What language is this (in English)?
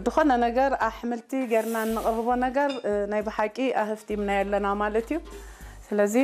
Tigrinya